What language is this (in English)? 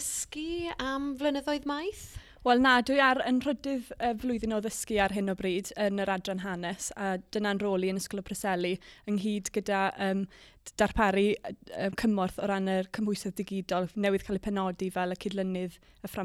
Welsh